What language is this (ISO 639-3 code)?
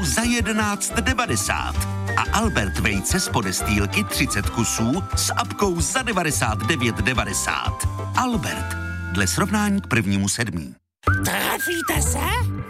ces